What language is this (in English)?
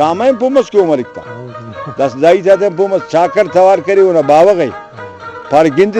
Brahui